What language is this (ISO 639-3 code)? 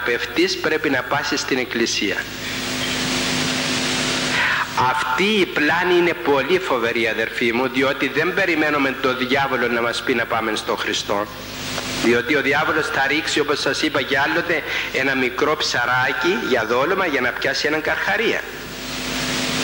ell